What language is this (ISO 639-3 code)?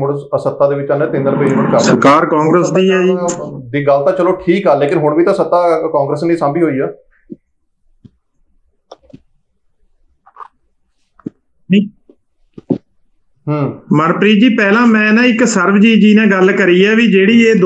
pan